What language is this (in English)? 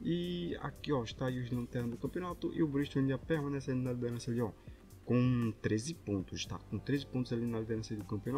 Portuguese